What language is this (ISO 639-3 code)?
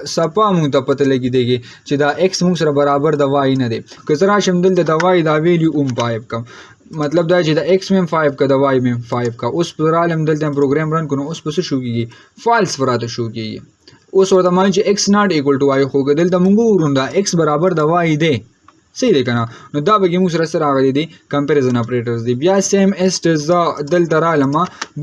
pus